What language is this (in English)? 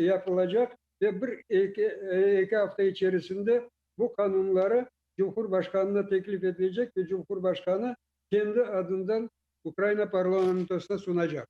Crimean Tatar